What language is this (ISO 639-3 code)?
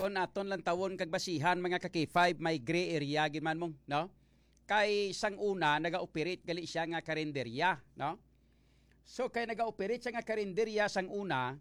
hil